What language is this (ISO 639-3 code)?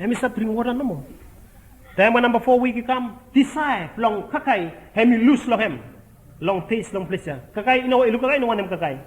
bis